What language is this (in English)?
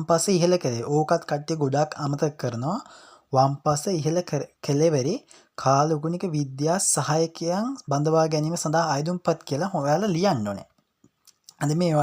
Sinhala